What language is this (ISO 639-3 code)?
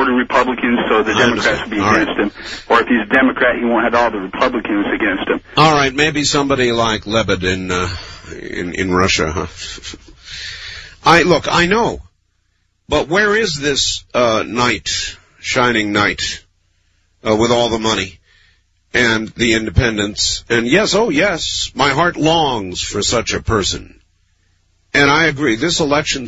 eng